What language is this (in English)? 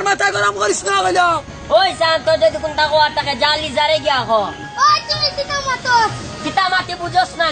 Sylheti